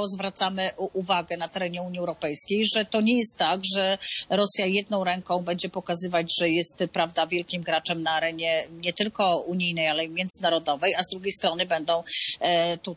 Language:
Polish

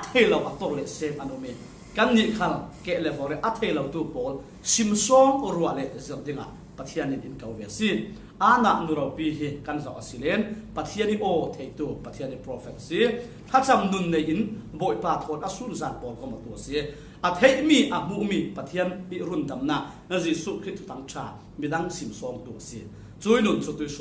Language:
Falam Chin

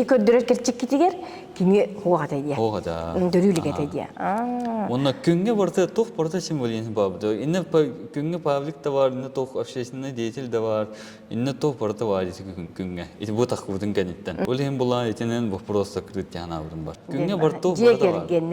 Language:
Yakut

